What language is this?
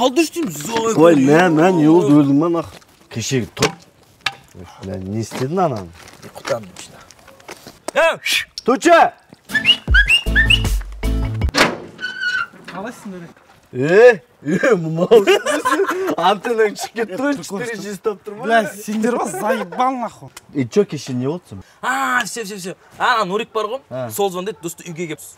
Kazakh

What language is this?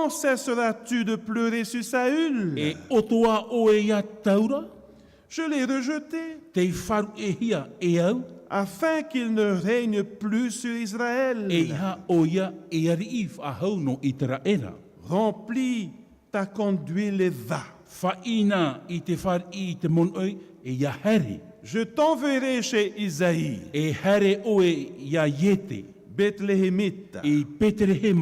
Tahitian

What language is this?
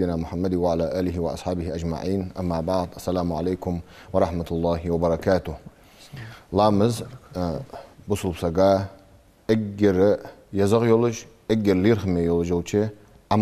Ingush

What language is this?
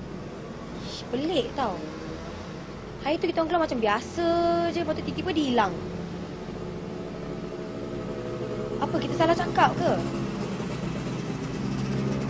Malay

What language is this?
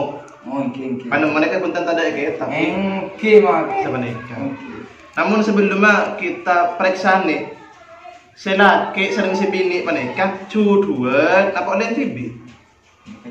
Madurese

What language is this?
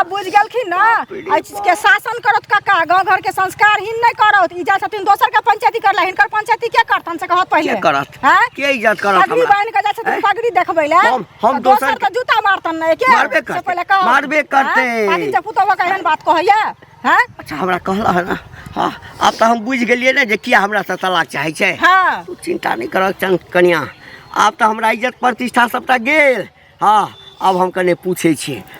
Maithili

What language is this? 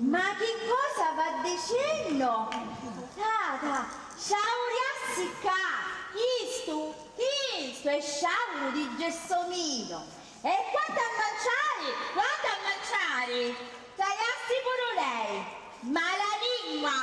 Sicilian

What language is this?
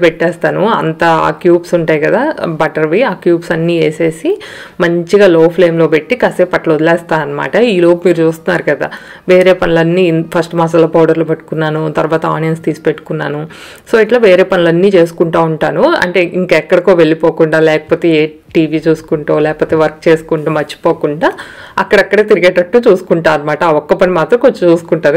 Telugu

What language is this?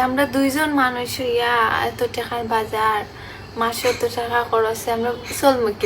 Sylheti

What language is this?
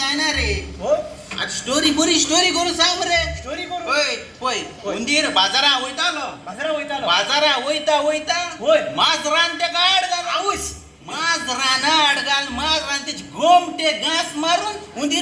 Konkani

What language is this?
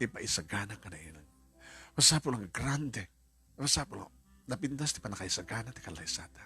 Iloko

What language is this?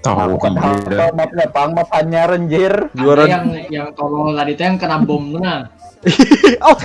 Banjar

